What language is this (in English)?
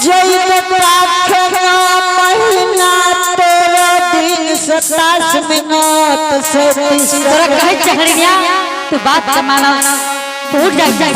Angika